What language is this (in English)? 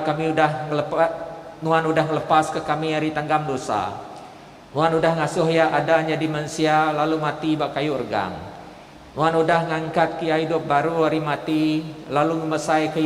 Iban